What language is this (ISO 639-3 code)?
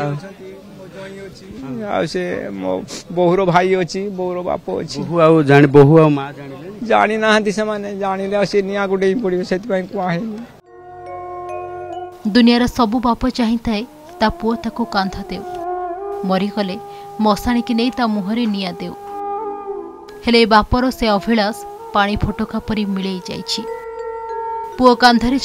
ori